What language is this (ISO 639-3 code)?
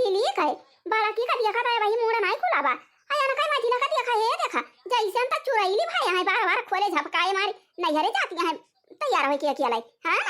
awa